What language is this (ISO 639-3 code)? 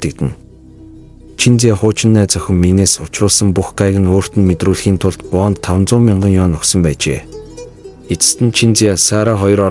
mon